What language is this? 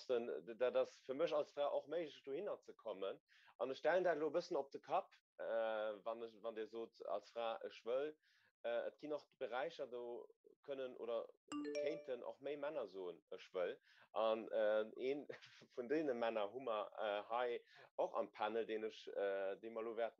Luxembourgish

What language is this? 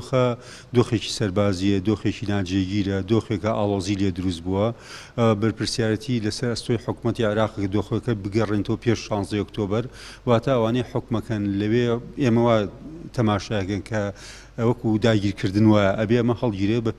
Central Kurdish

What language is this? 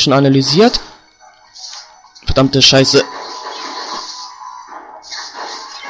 German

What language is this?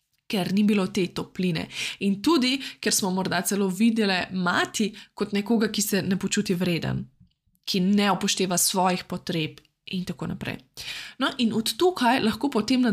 Slovenian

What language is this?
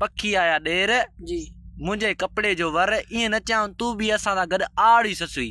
Sindhi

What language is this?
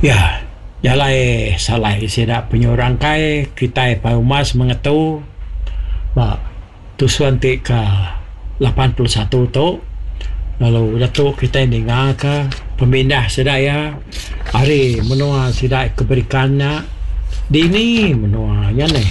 Iban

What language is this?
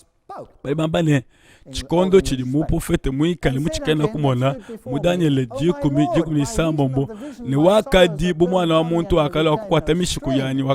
Luba-Lulua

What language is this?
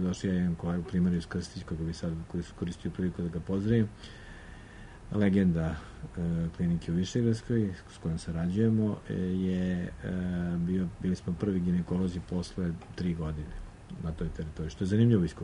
Serbian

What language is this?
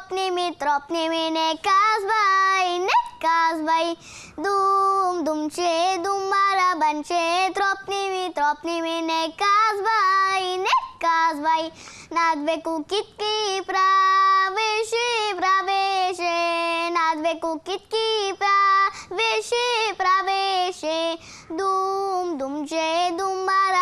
Bulgarian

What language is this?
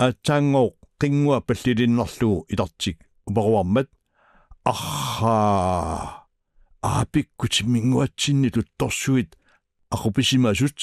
Kalaallisut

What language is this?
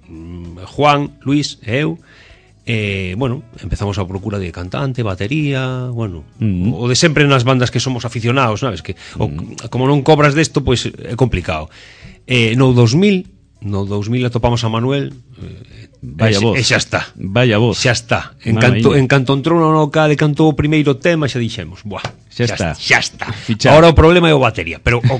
Galician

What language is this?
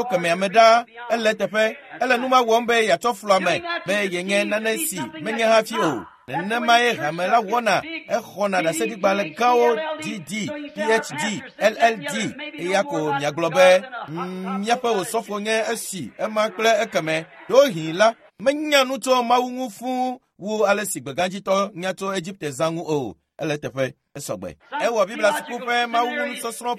Ewe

